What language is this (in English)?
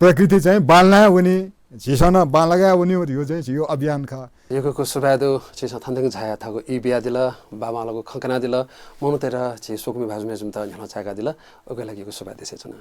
Newari